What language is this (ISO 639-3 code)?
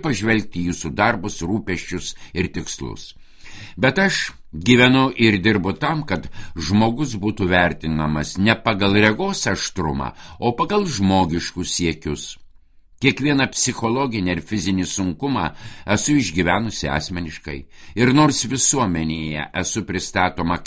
lit